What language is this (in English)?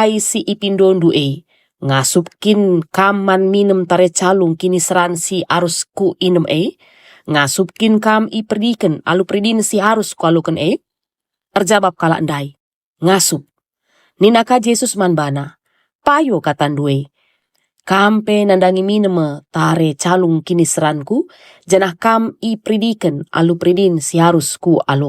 Batak Karo